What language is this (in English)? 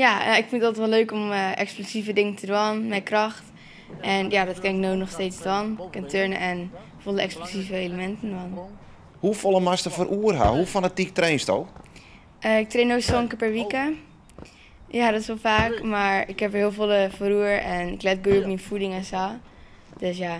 Western Frisian